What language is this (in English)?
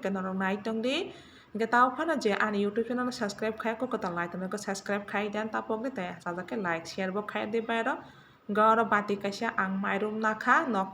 Kok Borok